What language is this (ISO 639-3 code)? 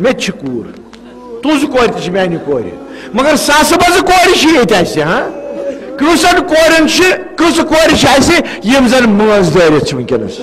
kas